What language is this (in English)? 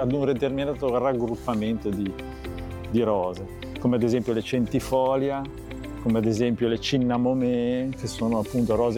Italian